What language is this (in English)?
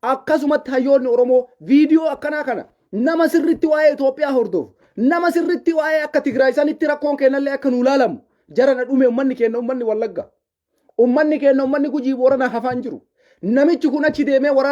Oromo